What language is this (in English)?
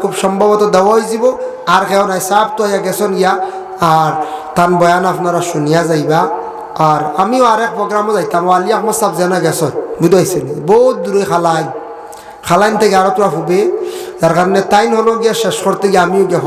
Sylheti